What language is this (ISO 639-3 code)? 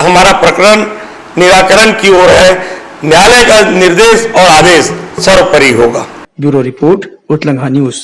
hne